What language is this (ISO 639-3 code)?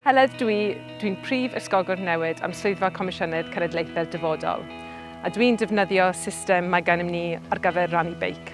cym